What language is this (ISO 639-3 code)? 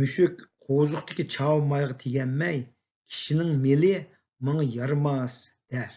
uig